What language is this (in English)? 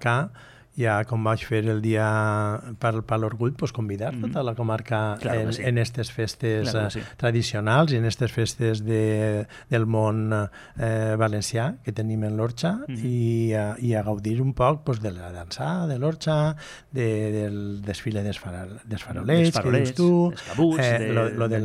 Catalan